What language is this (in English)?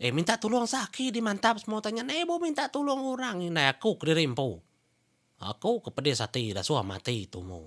Iban